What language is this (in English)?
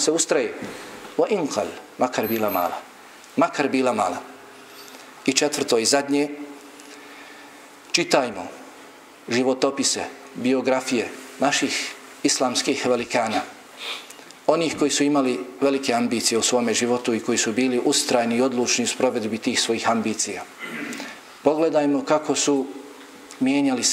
Bosnian